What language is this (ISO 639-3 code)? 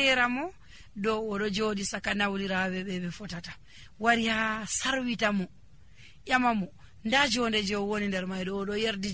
fuv